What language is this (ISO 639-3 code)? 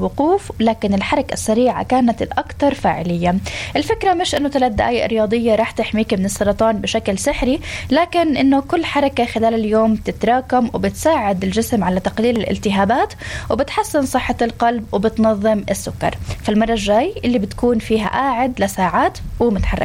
apc